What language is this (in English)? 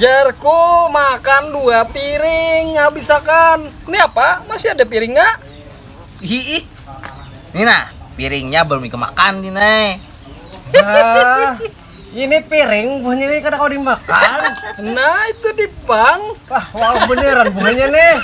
Banjar